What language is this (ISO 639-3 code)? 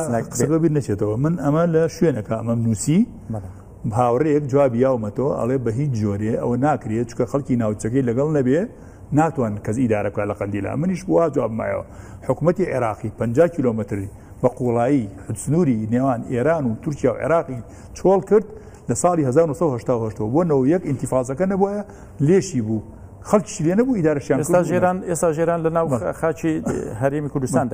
ckb